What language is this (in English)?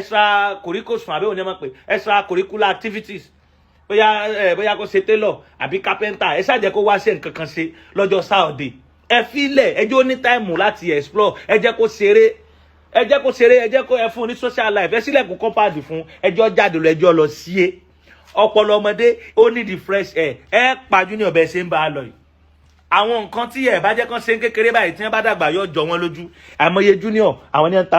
Yoruba